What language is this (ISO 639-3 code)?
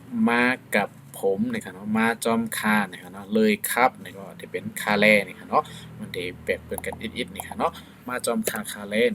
shn